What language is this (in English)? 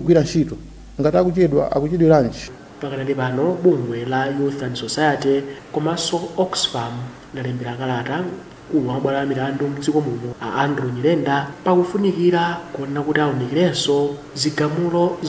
Nyanja